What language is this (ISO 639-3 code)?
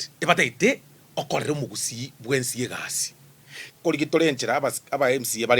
guz